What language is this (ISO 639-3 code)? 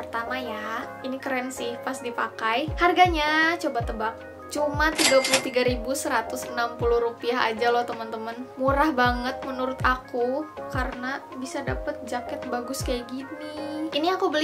ind